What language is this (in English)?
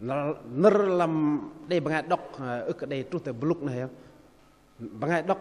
Bahnar